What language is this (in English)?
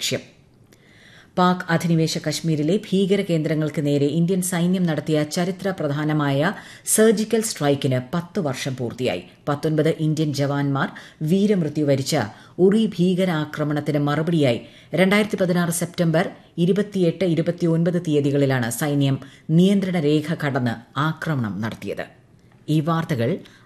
Malayalam